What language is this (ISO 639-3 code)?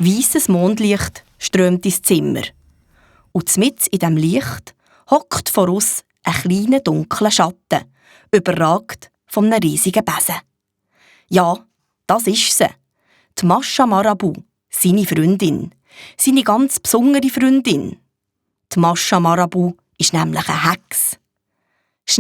gsw